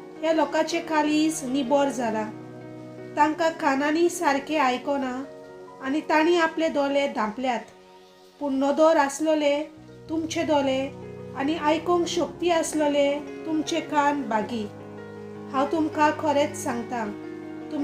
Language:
Konkani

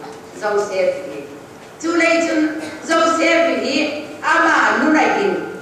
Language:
Hmar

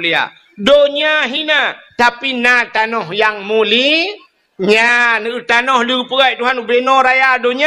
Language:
Achinese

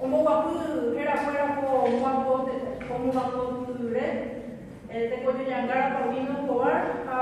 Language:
Guarani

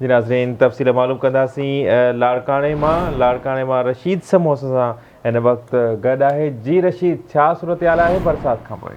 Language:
Sindhi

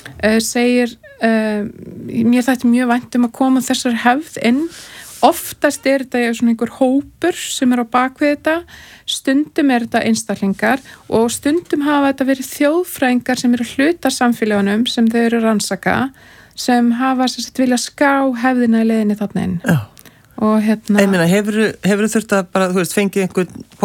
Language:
Icelandic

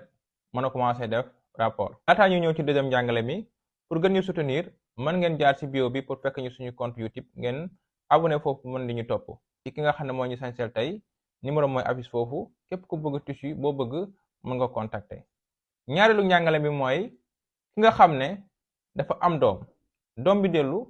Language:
Wolof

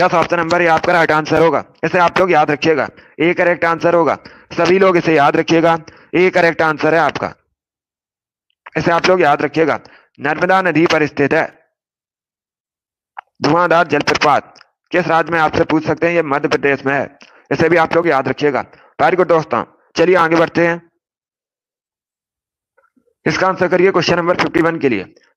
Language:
Hindi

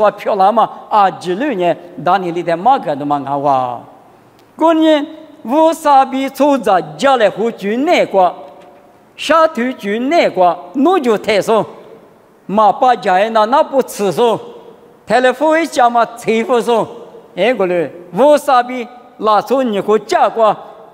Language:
Lisu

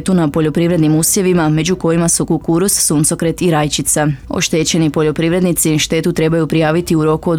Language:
Croatian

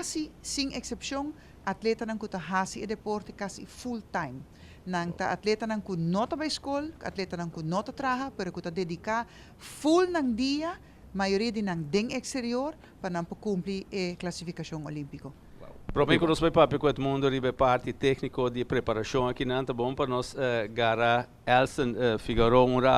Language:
Papiamento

